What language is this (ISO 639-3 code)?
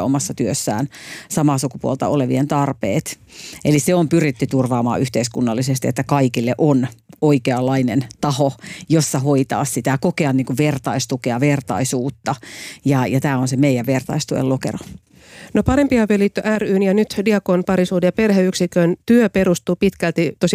fin